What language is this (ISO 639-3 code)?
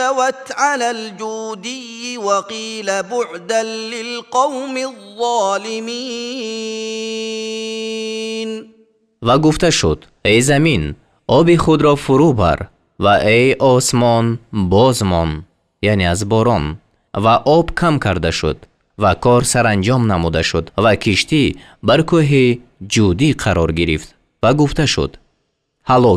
tgk